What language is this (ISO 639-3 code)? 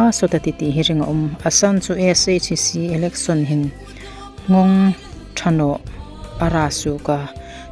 hmr